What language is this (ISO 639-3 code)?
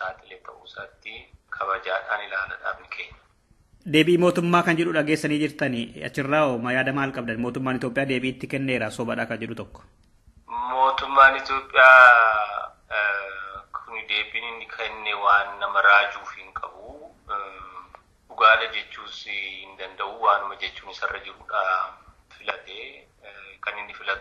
orm